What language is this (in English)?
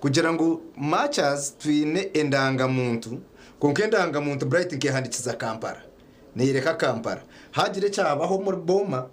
Nyankole